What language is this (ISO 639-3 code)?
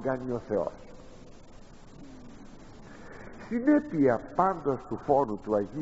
ell